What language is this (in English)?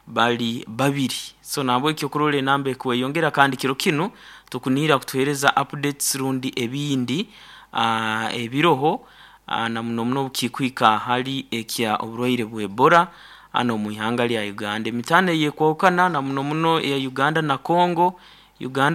Nyoro